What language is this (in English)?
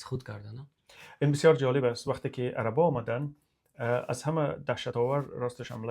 Tajik